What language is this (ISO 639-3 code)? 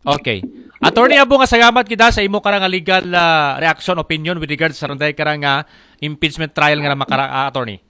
akl